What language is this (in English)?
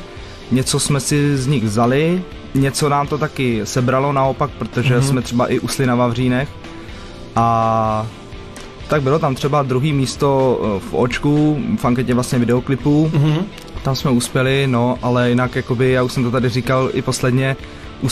Czech